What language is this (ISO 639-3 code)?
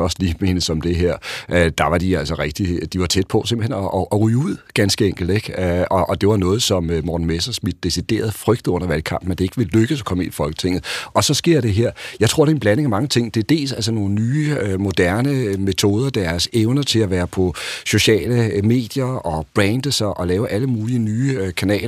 dan